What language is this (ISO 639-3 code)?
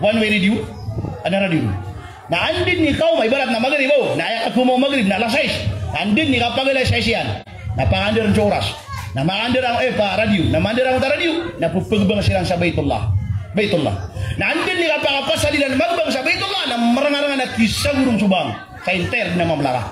mrw